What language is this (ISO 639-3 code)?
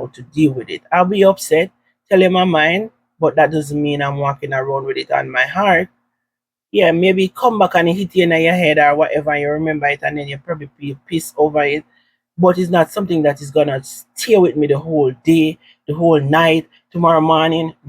jam